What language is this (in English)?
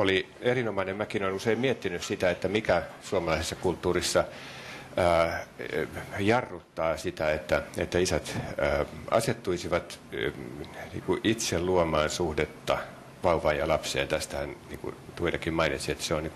Finnish